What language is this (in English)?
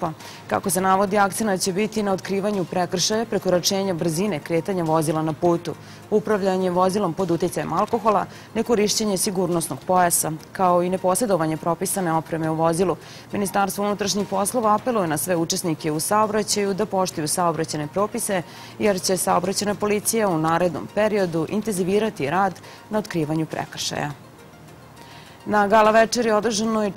Serbian